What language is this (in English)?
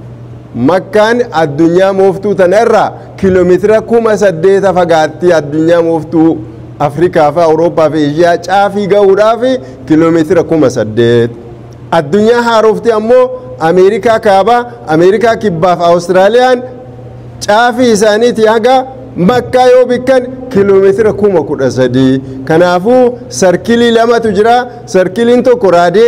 Oromo